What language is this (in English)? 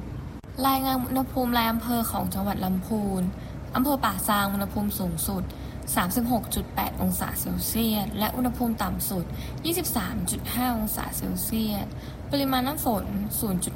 Thai